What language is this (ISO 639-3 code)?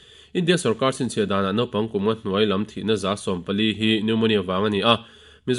lus